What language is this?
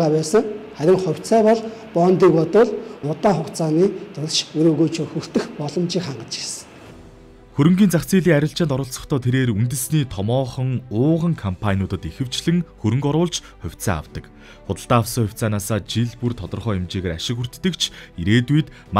Mongolian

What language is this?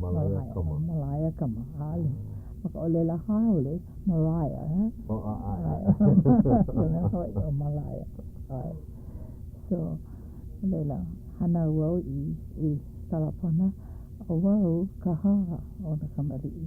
Hawaiian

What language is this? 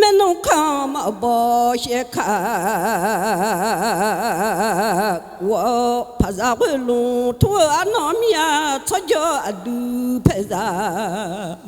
Akha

